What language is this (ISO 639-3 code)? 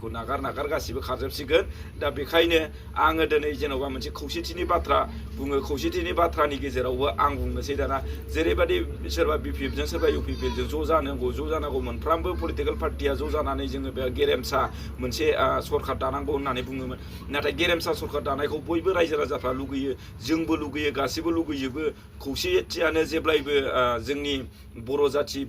brx